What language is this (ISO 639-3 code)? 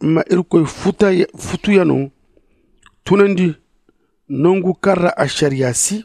dje